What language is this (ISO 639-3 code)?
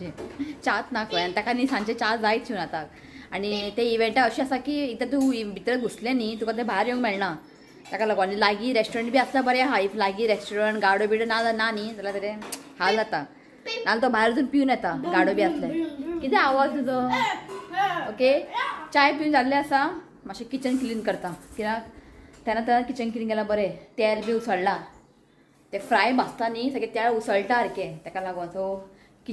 kok